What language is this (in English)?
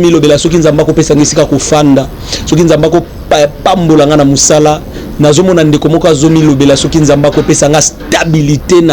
Lingala